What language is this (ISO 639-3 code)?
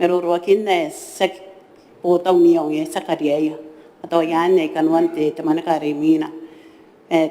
gil